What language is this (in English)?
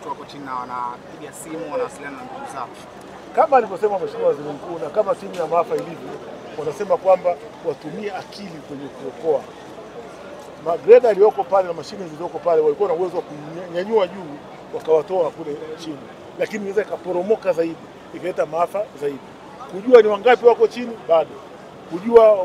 Swahili